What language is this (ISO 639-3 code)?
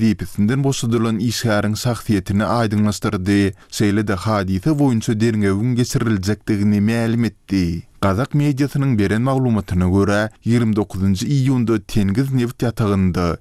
tuk